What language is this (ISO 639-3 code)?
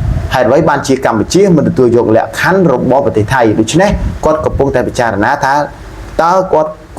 khm